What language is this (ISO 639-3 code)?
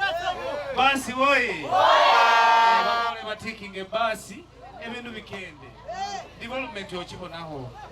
xog